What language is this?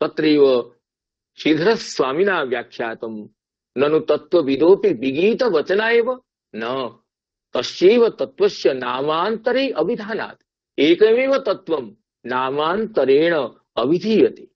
Sanskrit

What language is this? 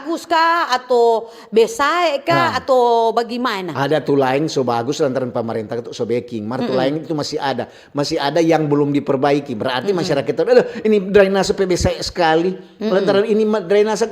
Manado Malay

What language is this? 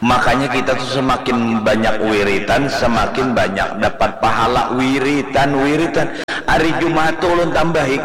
Banjar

